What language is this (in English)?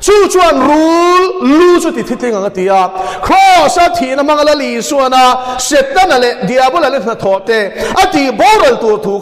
Mizo